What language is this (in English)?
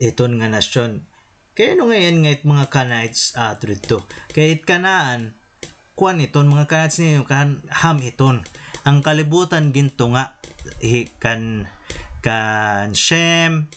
Waray